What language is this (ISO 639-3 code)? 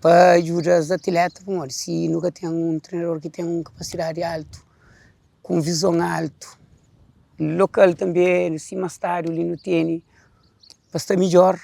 kea